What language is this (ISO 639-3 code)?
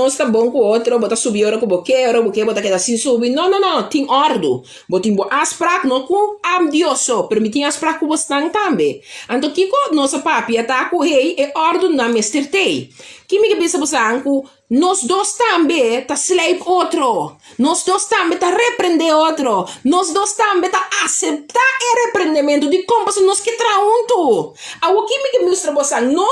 pap